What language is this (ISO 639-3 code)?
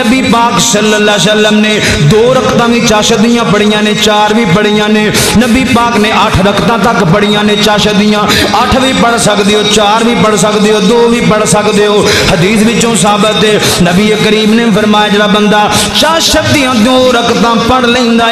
lah